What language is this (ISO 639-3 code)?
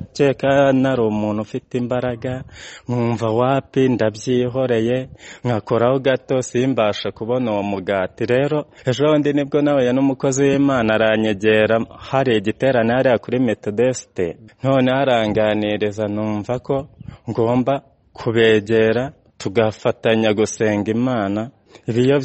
kin